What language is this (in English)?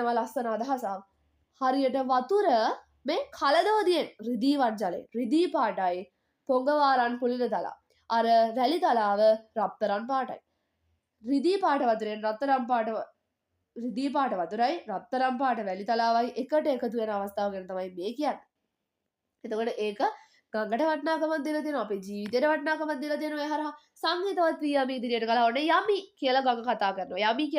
Sinhala